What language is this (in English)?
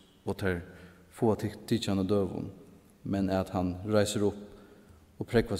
Faroese